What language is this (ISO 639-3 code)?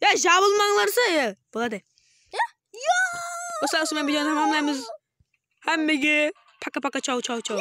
kaa